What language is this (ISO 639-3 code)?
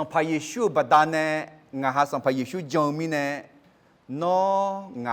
ahk